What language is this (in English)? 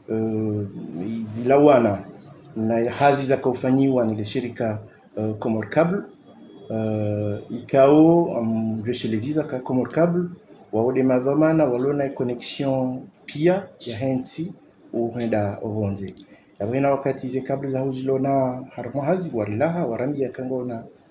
Ngazidja Comorian